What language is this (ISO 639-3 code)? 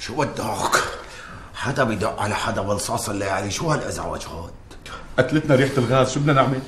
apc